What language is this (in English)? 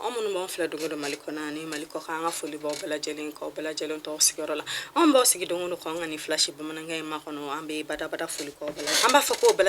Bambara